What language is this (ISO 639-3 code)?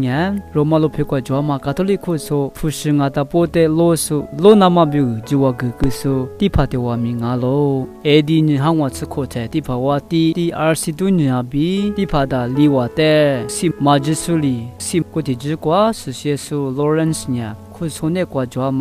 lis